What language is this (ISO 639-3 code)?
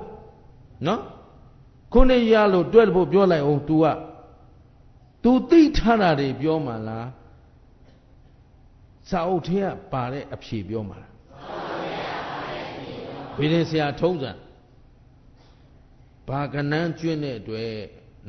mya